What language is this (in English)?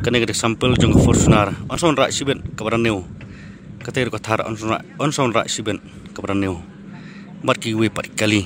Khasi